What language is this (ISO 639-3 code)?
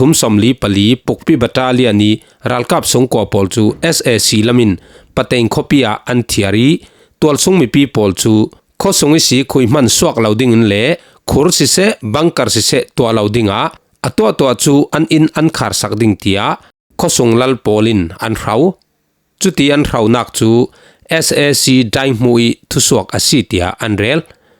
cfm